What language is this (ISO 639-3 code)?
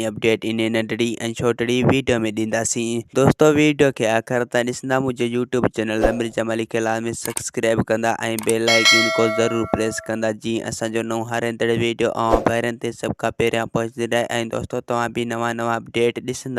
snd